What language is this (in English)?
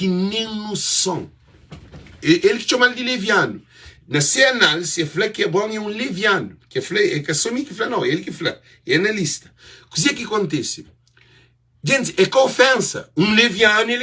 Kabuverdianu